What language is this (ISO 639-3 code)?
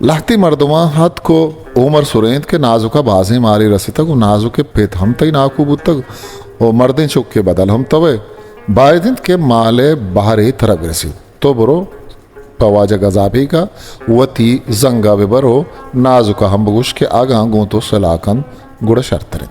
bgp